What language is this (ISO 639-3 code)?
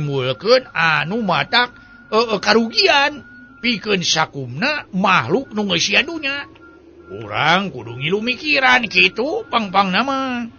sun